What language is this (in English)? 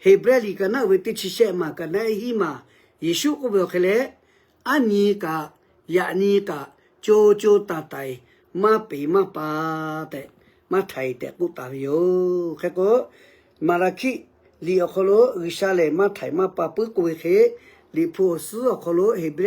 Lahu